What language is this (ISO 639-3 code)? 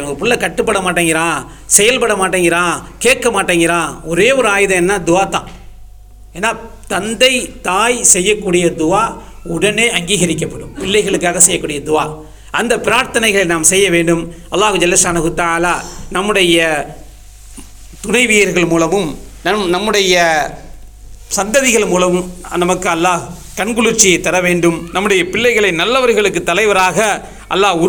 tam